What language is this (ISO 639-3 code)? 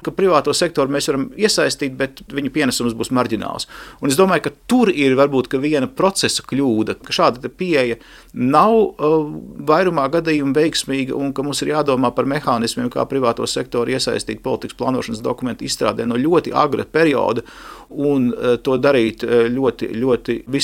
lav